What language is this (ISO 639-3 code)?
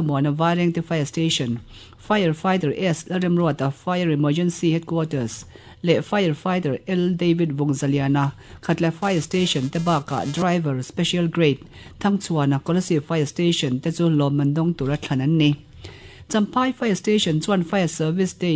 lus